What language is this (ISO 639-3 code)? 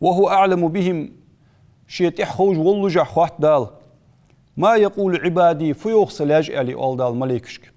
inh